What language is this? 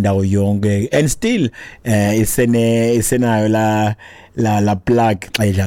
Xhosa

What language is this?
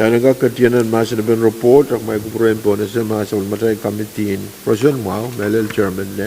Pohnpeian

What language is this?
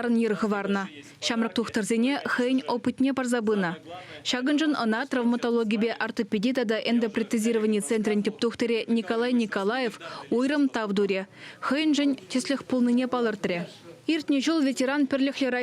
Chuvash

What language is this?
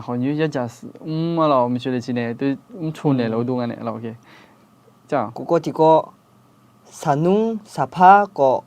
Akha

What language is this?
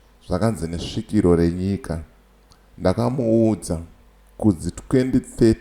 Shona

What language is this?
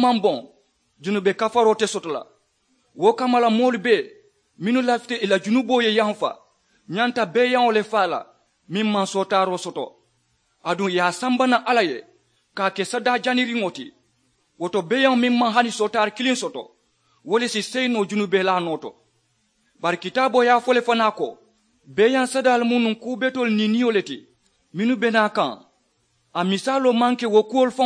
Mandingo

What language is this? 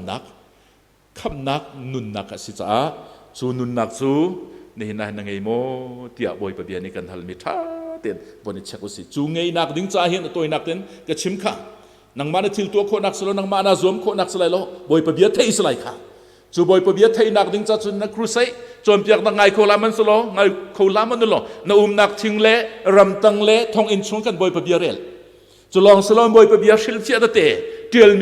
Hakha Chin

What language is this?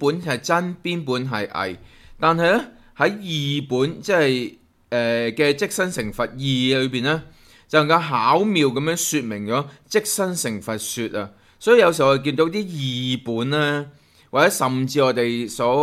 Cantonese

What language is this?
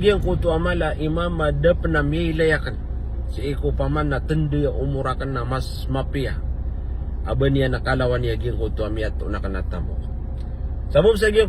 Maranao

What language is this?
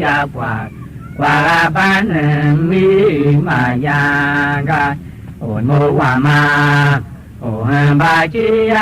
Tiv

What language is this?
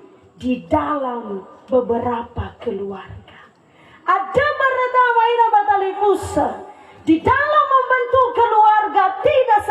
Nias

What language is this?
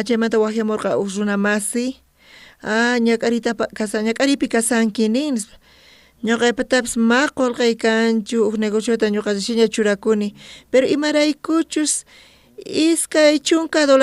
South Bolivian Quechua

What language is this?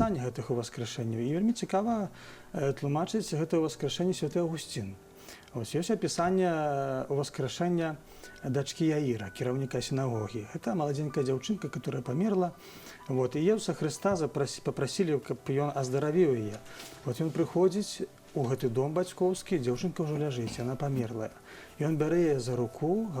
Belarusian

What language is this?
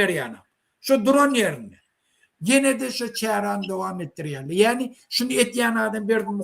Turkmen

